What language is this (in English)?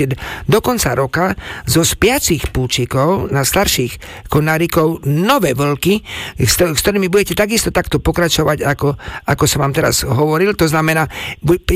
Slovak